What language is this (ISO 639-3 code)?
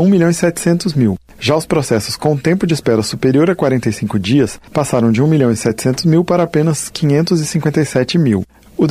por